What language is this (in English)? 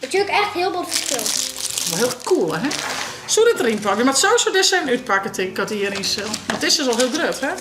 Western Frisian